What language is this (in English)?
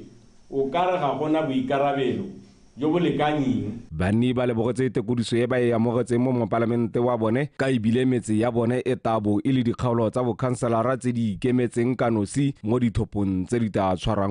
Tswana